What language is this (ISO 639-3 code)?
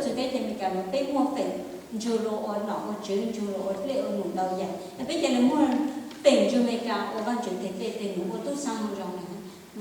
hmn